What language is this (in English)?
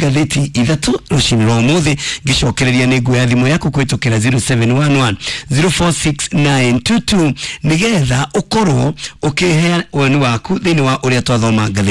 Kikuyu